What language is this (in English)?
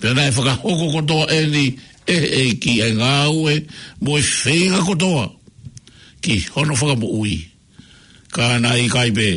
Tongan